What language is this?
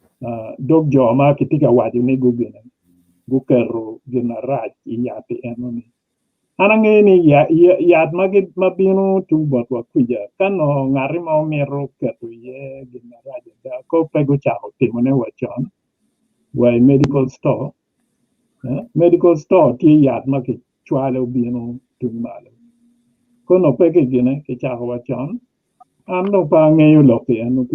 Acoli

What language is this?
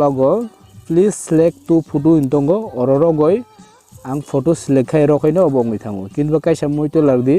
Kok Borok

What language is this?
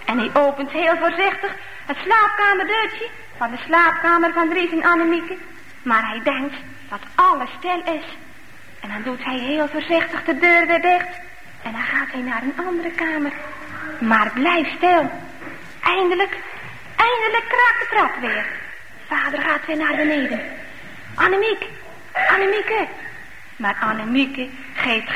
Dutch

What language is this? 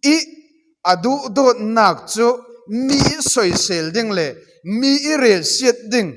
Falam Chin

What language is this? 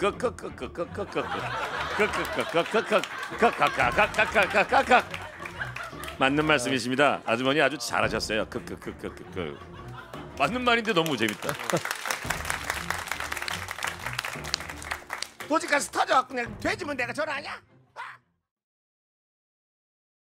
Korean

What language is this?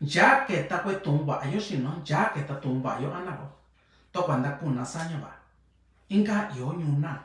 Mixtepec Mixtec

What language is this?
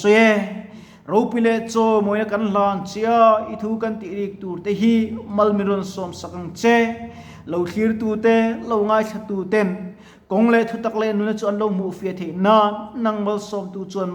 Mizo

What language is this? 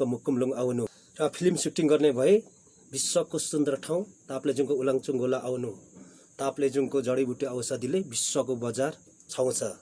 Nepali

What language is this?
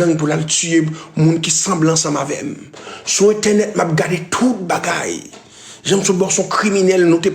Haitian Creole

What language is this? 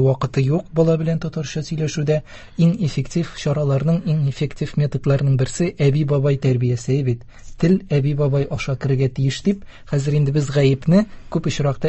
Tatar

